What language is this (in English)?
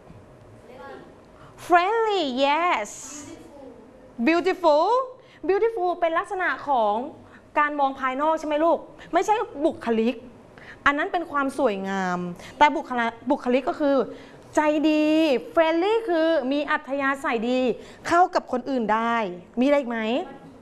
Thai